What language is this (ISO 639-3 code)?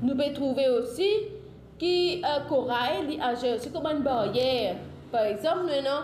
mfe